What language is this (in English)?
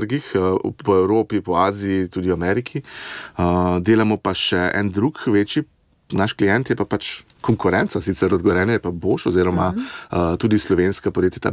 Slovenian